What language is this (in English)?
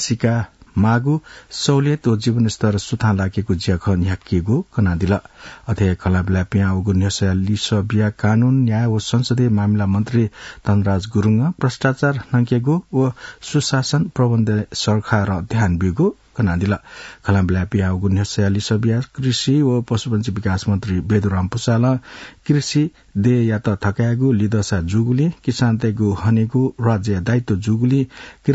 Newari